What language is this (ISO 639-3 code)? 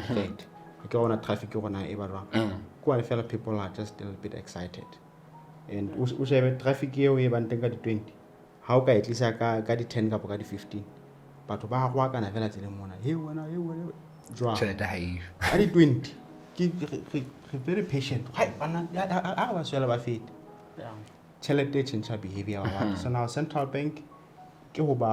sot